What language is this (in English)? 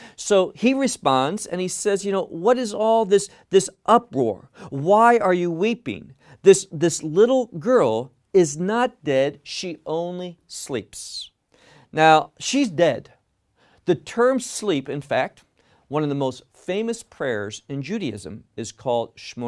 English